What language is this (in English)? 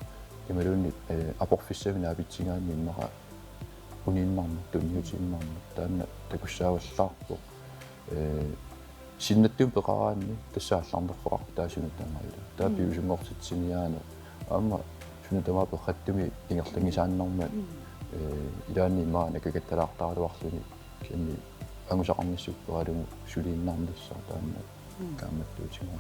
Kalaallisut